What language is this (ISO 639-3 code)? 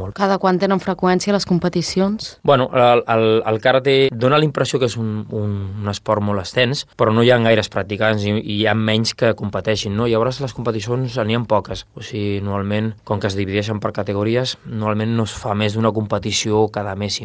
cat